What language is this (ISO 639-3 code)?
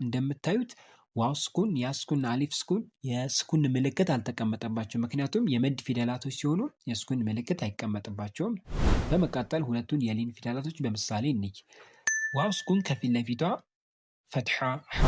amh